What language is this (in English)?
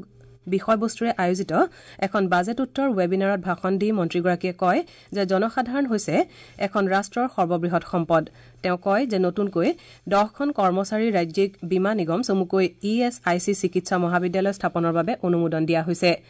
Assamese